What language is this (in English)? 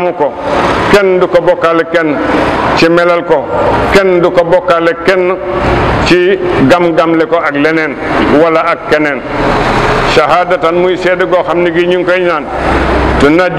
Wolof